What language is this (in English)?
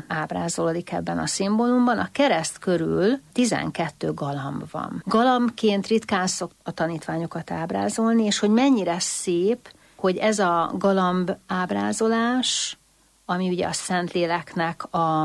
Hungarian